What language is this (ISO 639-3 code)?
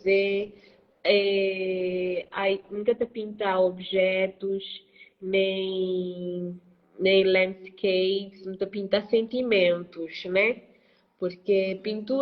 kea